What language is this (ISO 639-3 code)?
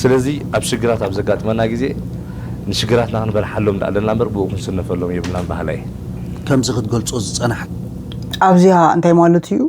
tir